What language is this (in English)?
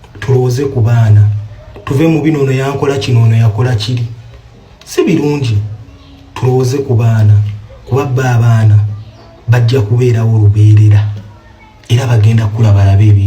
Ganda